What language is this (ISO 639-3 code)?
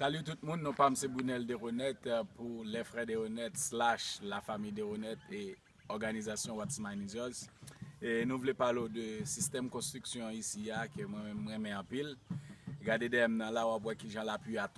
hat